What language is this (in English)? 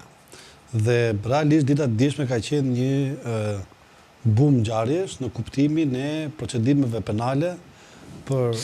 Albanian